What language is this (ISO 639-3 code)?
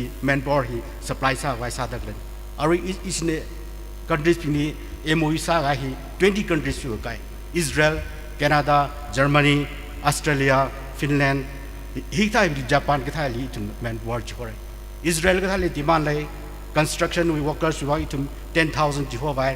nmf